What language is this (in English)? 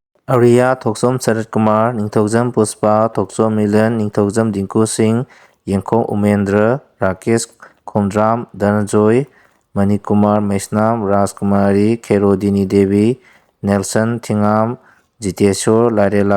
Manipuri